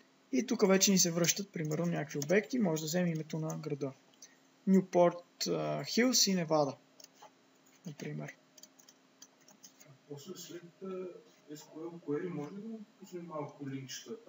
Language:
Bulgarian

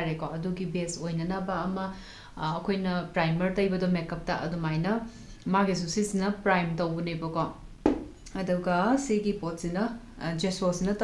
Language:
Manipuri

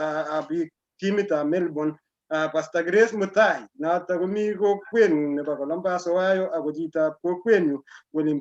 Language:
Kalenjin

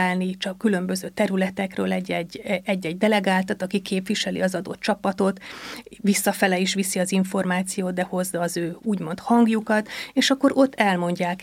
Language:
Hungarian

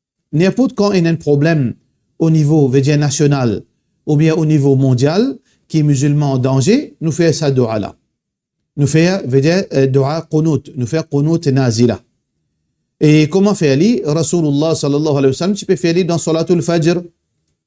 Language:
Morisyen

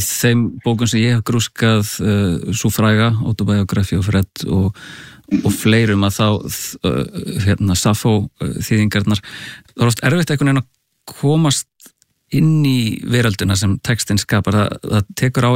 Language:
Icelandic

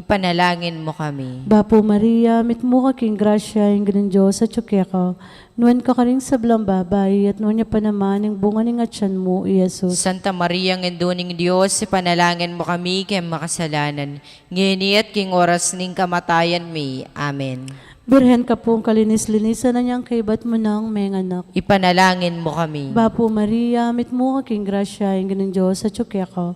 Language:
Pampanga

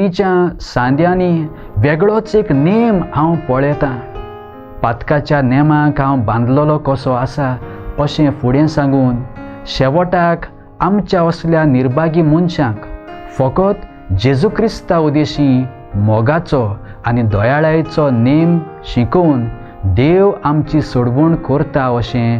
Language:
Konkani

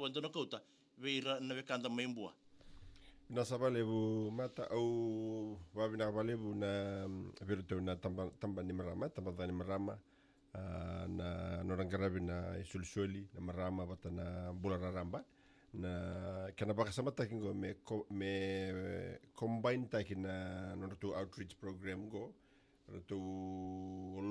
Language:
Fijian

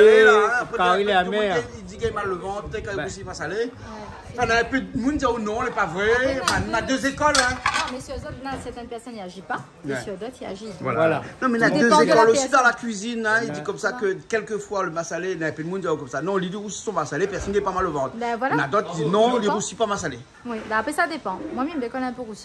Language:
Réunion Creole French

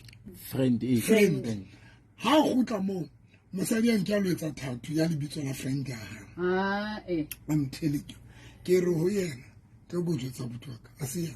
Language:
Southern Sotho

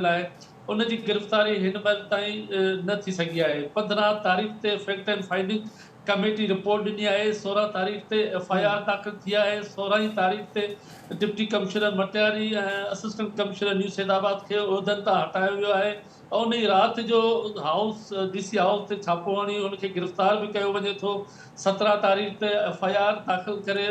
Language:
Sindhi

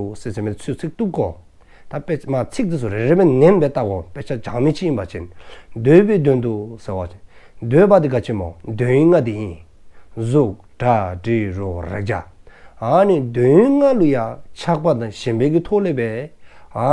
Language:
Dzongkha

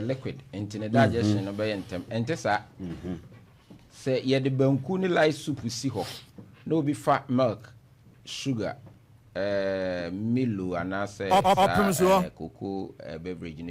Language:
Akan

